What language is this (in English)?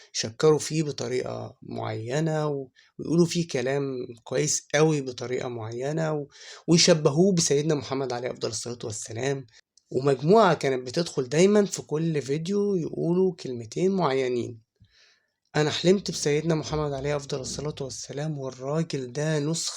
Egyptian Arabic